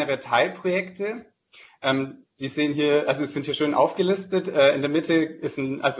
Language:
German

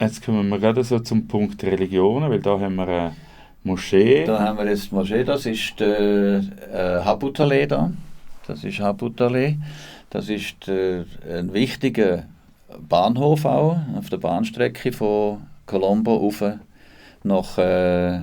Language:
Swiss German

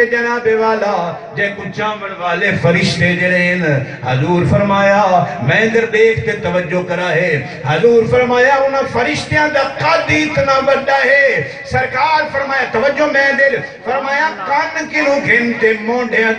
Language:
Saraiki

